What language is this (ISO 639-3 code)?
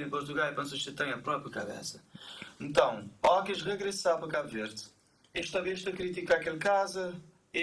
kea